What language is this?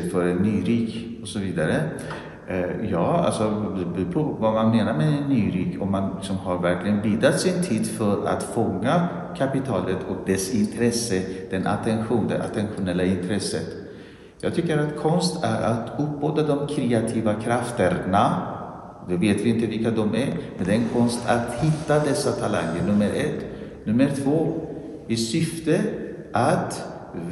Swedish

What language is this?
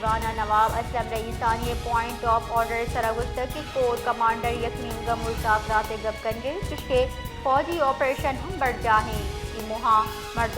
Baluchi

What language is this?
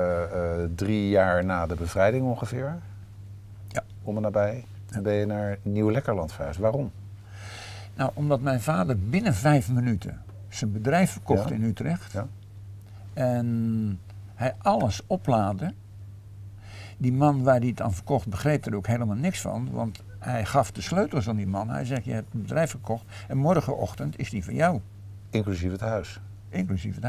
Dutch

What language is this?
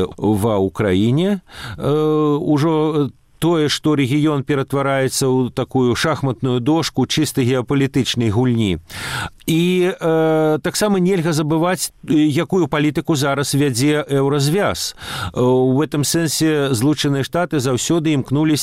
Belarusian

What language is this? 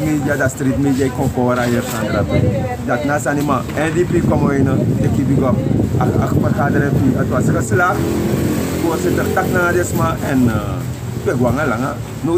Sranan Tongo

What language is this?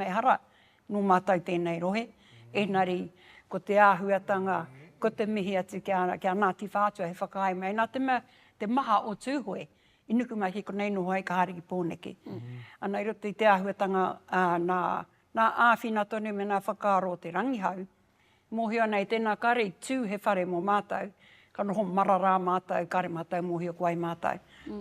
Māori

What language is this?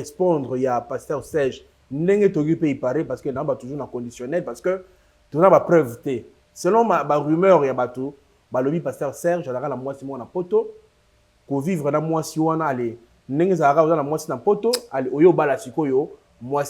Lingala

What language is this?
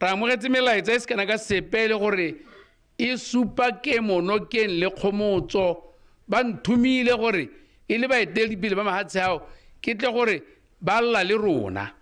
Tswana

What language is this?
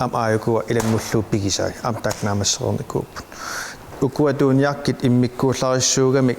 Kalaallisut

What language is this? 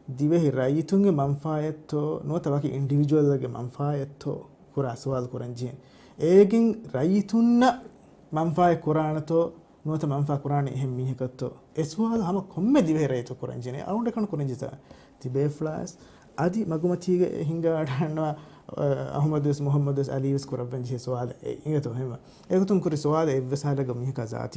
Divehi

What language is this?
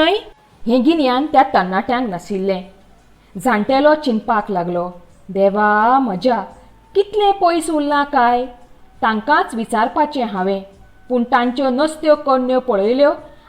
Konkani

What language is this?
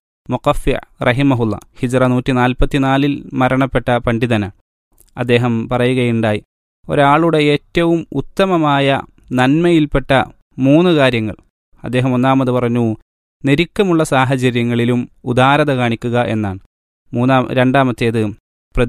Malayalam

